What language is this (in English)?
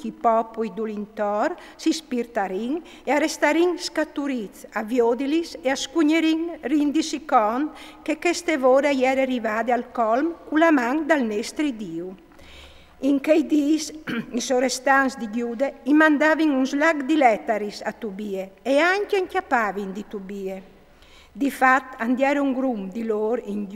Friulian